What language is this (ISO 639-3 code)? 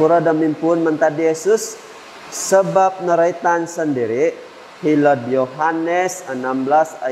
dtp